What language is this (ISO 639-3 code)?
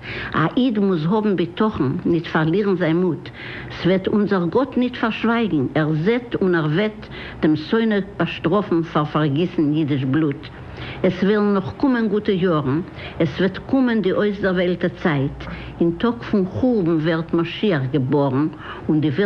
yid